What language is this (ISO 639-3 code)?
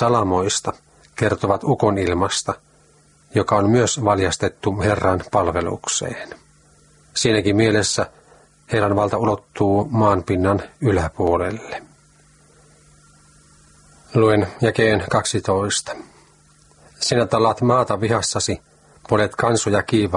fin